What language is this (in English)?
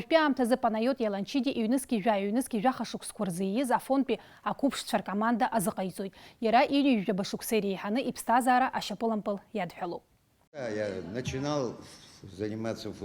Abkhazian